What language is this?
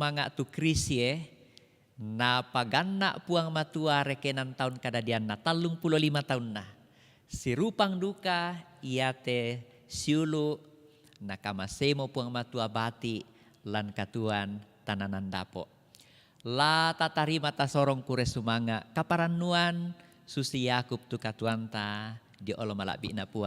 Toraja-Sa'dan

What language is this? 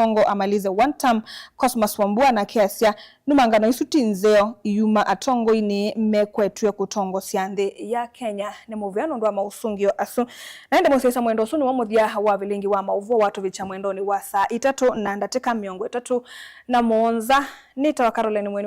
Kamba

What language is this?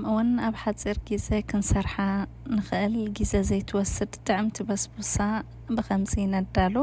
Tigrinya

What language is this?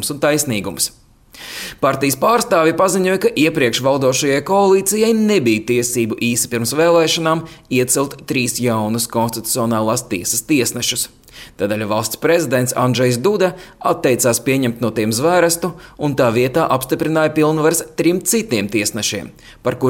Latvian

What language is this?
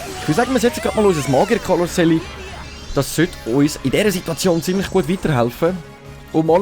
Swiss German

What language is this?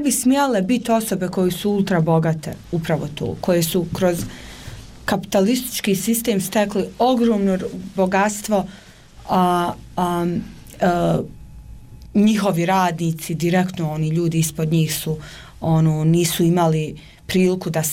Bosnian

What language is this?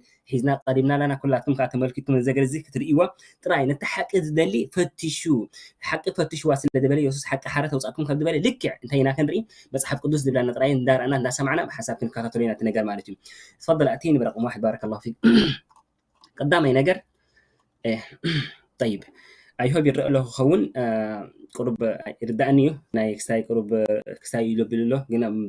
Tigrinya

